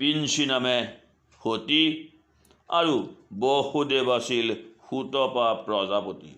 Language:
Assamese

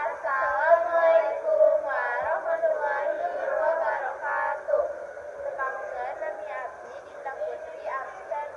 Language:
Sundanese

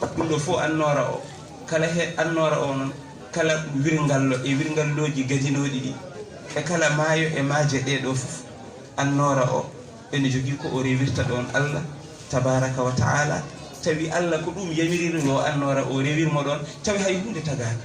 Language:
Fula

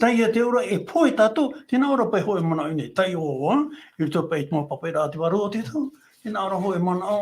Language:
Tahitian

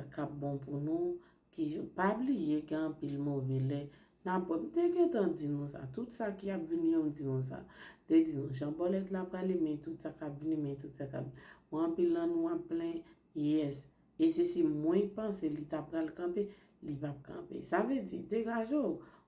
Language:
Haitian Creole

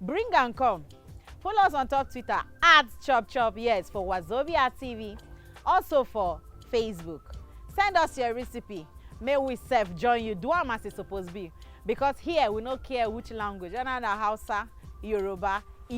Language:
Nigerian Pidgin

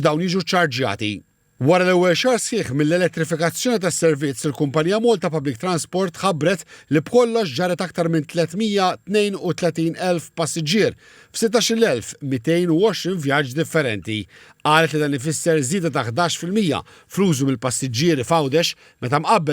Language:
Maltese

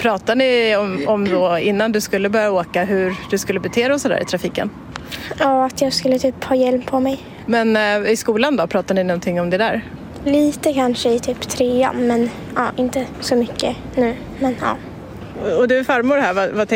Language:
Swedish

